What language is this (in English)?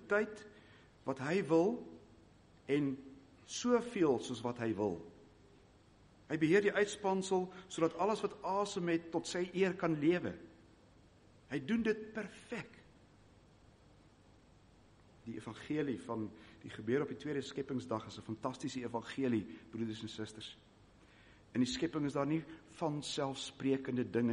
Afrikaans